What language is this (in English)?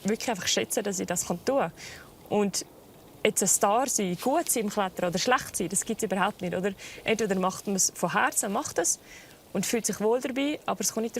Swiss German